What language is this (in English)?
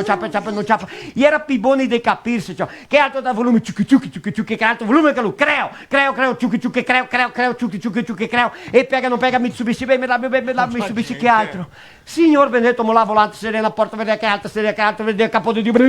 Venetian